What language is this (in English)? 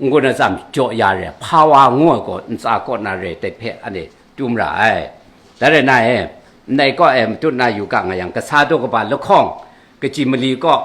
Kachin